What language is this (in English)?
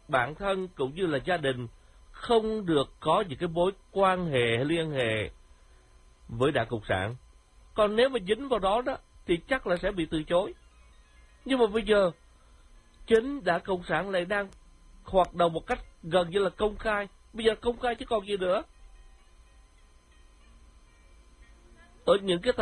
Vietnamese